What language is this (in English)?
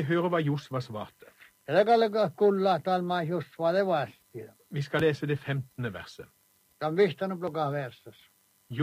Norwegian